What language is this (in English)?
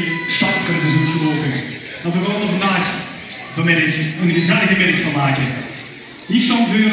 Limburgish